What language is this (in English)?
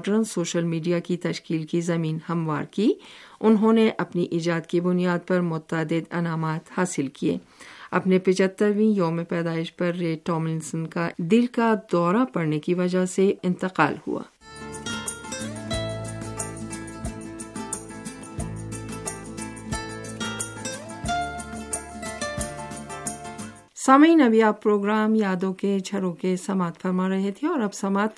Urdu